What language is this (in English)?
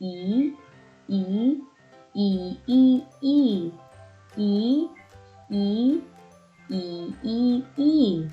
Waray